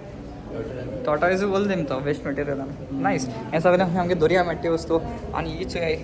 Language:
Konkani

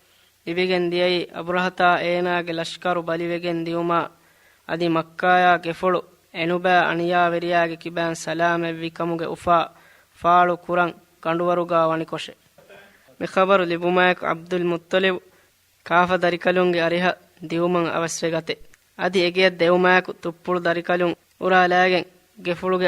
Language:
Divehi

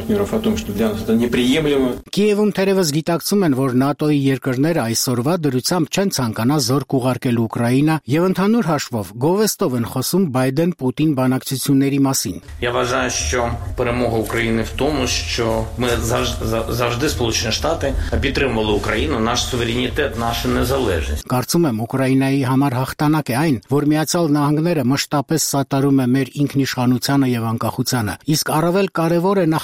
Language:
Armenian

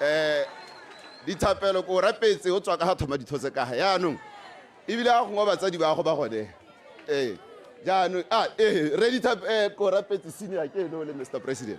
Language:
Tswana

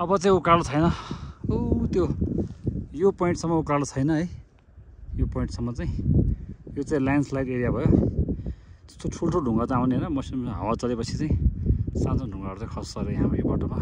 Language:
Nepali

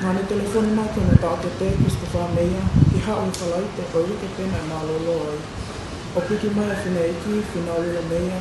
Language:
Tongan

